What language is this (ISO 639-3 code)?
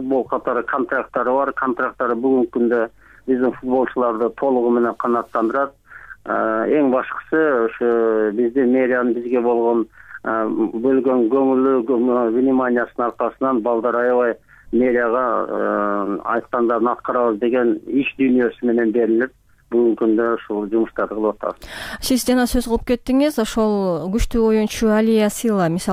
kir